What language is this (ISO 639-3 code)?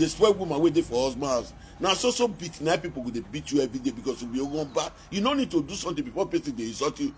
pcm